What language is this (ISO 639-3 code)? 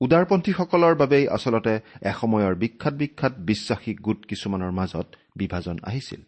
asm